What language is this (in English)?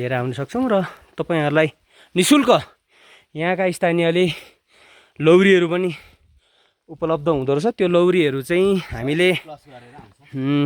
Nepali